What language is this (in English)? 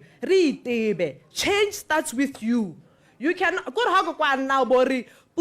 Tswana